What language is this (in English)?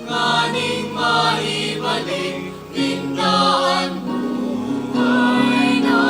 Bikol